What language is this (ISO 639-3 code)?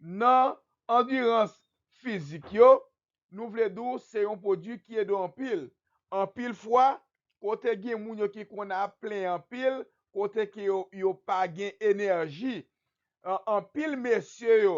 hat